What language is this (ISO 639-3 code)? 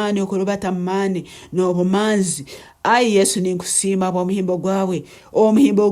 nyn